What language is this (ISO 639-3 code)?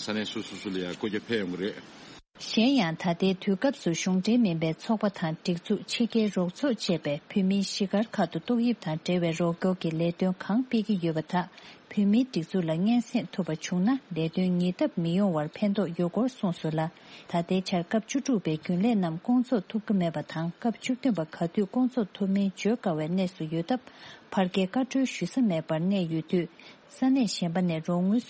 bod